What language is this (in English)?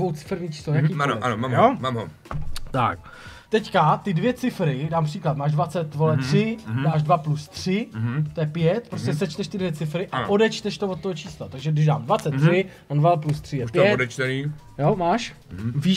Czech